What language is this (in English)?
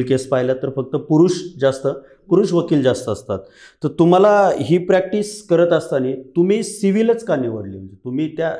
Marathi